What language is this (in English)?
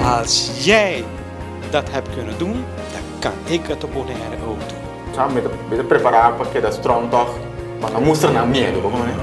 Papiamento